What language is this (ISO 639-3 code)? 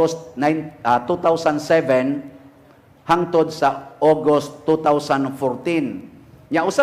ceb